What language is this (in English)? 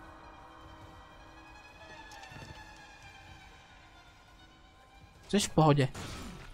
Czech